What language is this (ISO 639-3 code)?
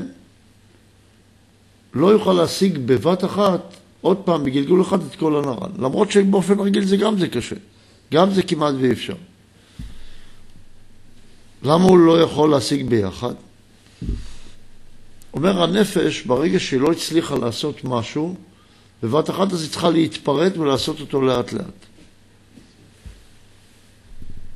heb